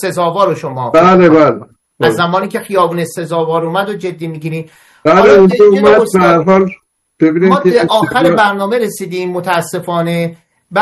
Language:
Persian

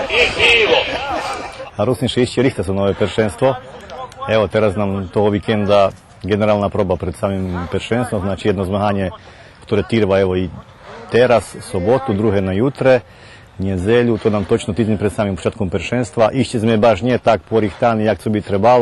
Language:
Rusyn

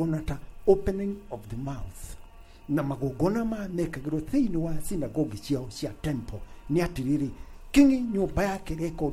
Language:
Kikuyu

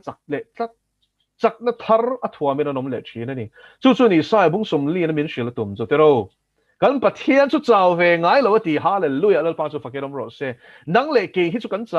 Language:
Mizo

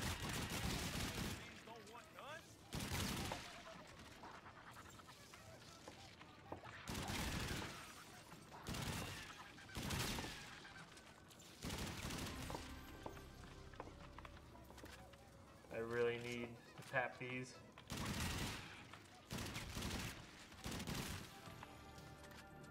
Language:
English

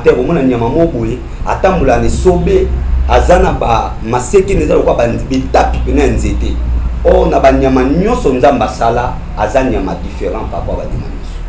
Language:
Lingala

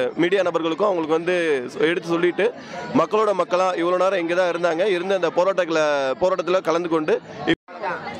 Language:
Tamil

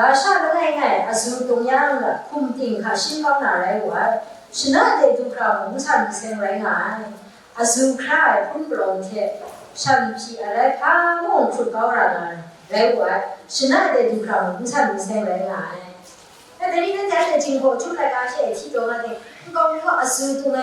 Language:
Kachin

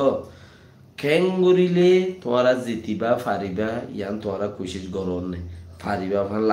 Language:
Rohingya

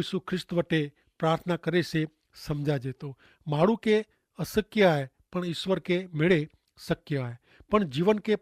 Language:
Kachhi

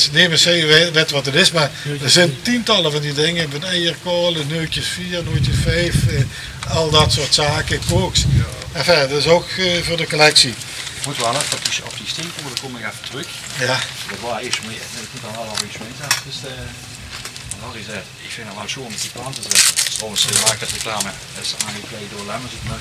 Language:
Limburgish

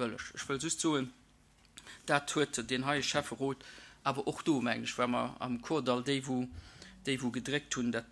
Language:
Luxembourgish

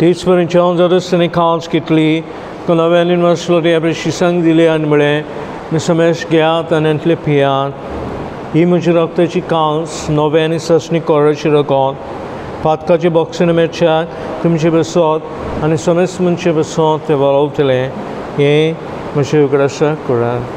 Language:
Konkani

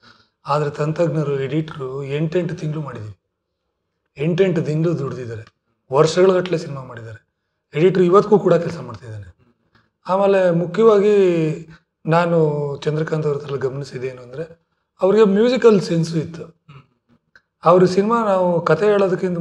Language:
Kannada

